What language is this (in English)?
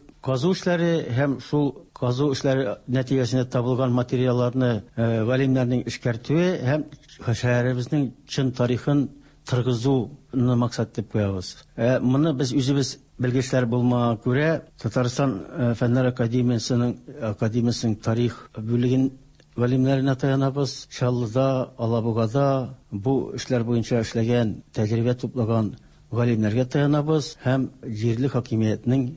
Tatar